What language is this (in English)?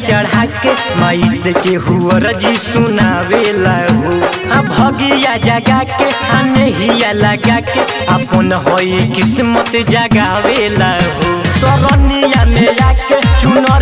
Bhojpuri